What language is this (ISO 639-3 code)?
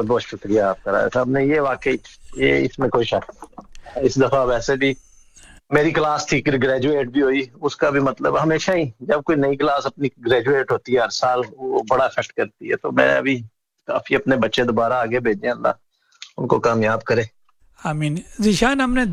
urd